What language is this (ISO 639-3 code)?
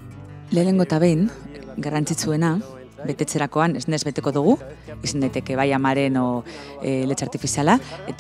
eus